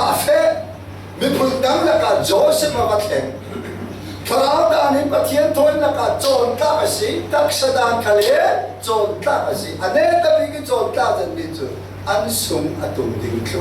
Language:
Falam Chin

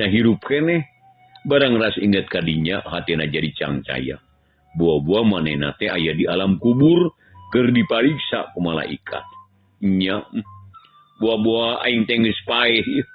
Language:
Sundanese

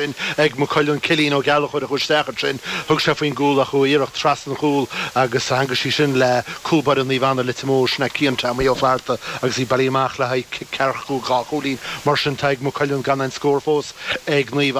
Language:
Irish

